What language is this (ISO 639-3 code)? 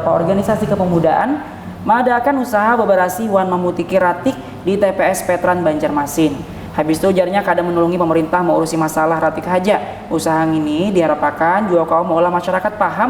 bjn